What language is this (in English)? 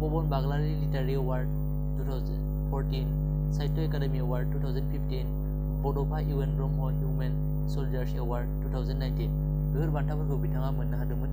Bodo